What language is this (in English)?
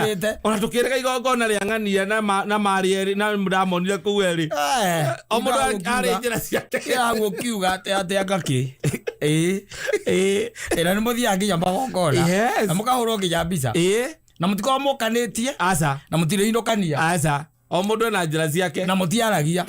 Kikuyu